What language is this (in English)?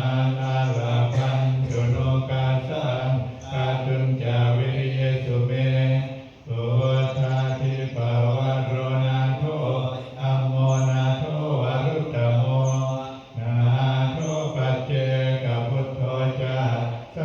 Pali